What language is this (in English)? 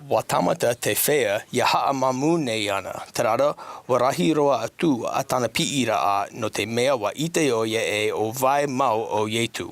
Tahitian